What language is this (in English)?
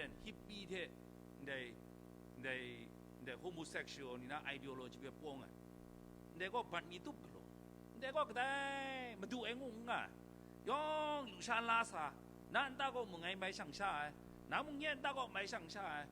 Kachin